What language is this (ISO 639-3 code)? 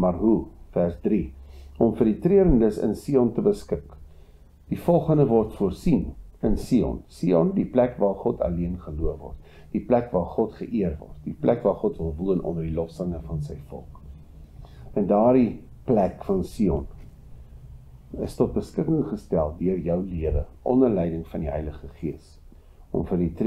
afr